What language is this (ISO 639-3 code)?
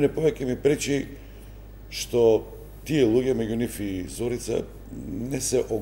mkd